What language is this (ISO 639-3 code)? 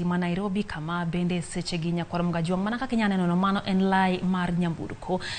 luo